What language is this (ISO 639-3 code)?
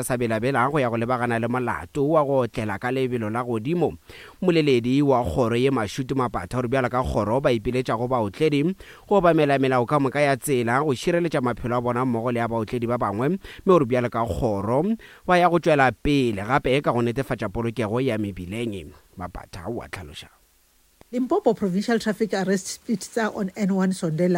nso